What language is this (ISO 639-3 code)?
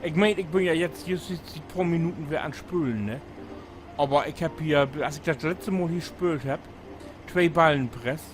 nds